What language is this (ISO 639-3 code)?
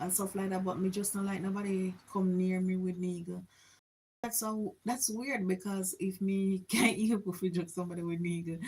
jam